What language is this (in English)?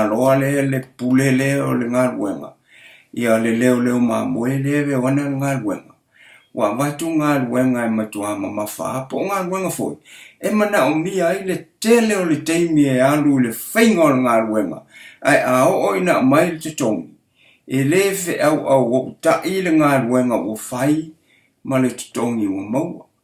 Samoan